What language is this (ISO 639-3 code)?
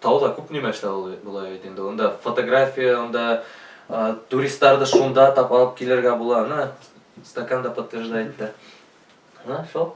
bak